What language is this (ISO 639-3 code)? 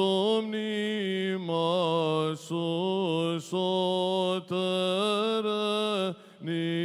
ell